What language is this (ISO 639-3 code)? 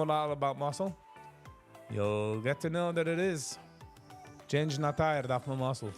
yid